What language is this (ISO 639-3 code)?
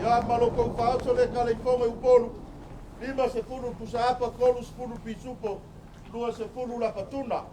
smo